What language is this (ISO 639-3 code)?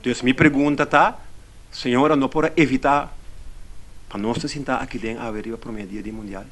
pap